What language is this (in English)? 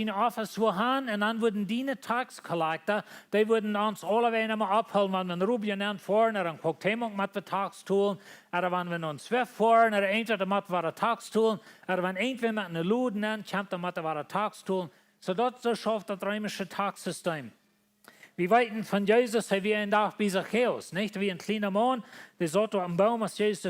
Plautdietsch